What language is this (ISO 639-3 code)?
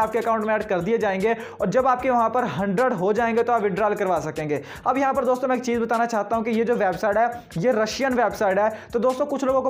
hin